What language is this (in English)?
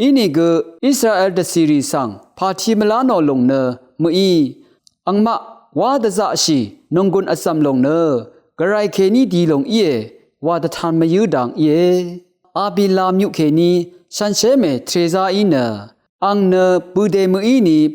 Rawang